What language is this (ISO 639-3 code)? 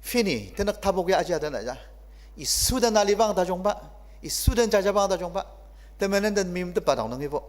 njo